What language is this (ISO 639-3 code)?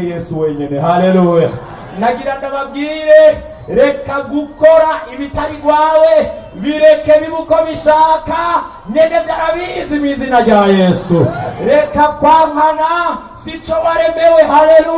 run